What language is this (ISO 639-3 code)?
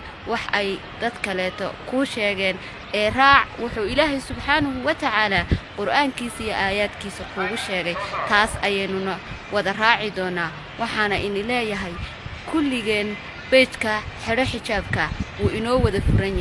som